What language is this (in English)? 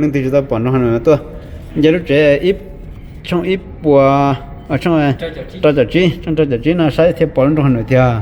Hmong